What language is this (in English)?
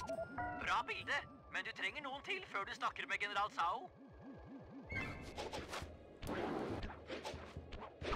Norwegian